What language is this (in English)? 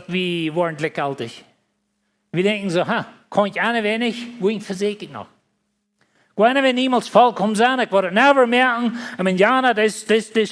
Plautdietsch